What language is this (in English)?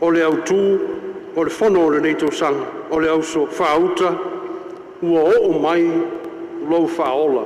Samoan